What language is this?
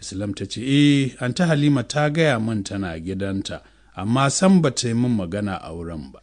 Hausa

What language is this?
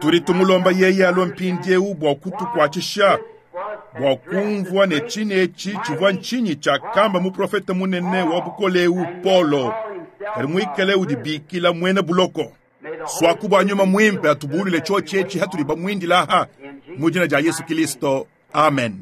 Luba-Lulua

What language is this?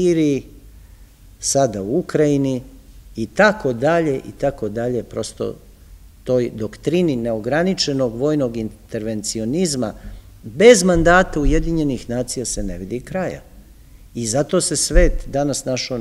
Serbian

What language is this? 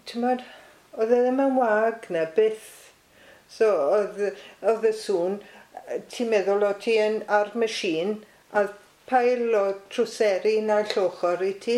Welsh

